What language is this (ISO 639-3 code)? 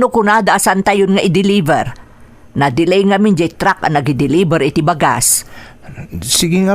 ilo